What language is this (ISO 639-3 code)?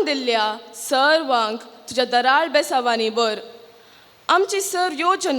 kok